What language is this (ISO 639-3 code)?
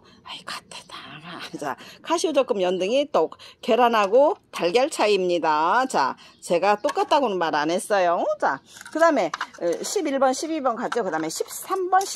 kor